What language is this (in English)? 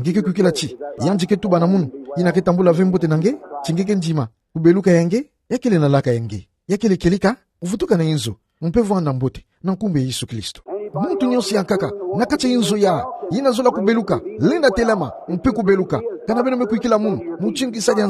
Kituba (Democratic Republic of Congo)